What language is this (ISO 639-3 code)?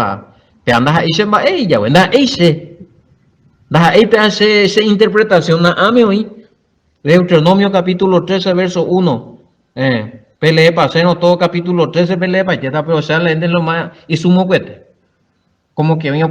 grn